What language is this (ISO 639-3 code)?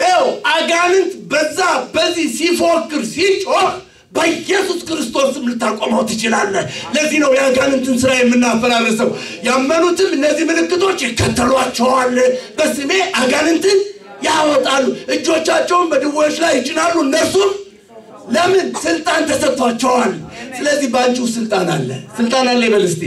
amh